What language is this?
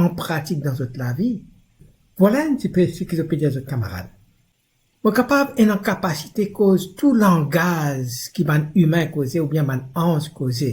Morisyen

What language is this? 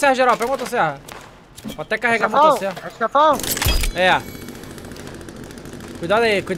Portuguese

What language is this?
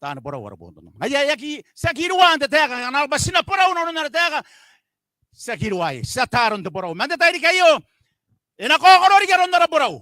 Gilbertese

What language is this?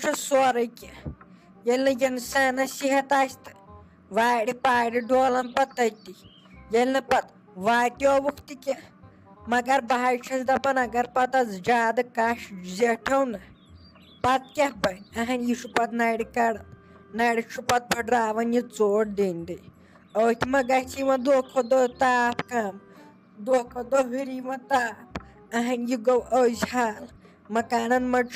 Kashmiri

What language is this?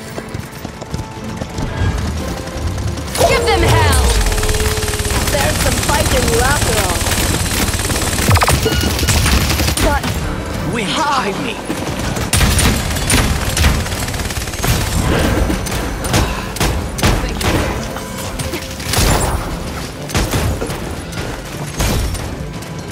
English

